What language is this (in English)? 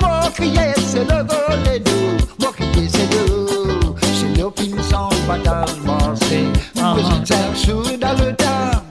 Morisyen